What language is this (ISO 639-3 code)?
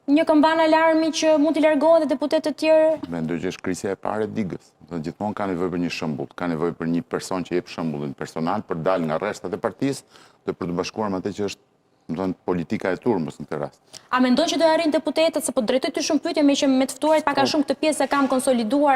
sqi